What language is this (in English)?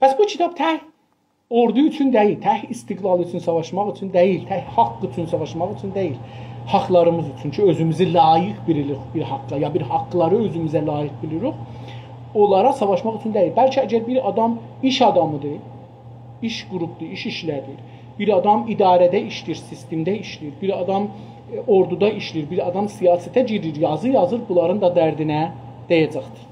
South Azerbaijani